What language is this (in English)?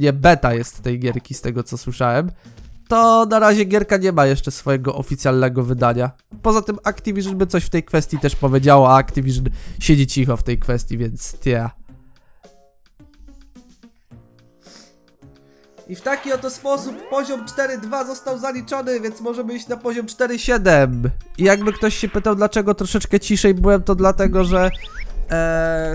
Polish